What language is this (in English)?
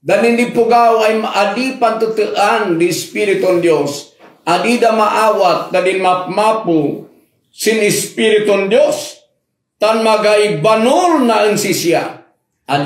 Kankanaey